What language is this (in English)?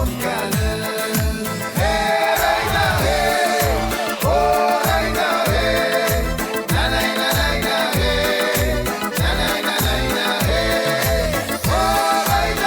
Ossetic